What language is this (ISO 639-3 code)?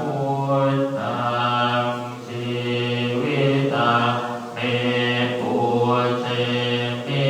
pli